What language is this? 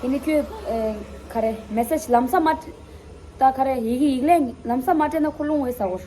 Tibetan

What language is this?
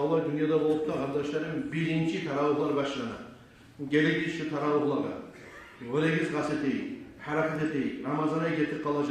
Kumyk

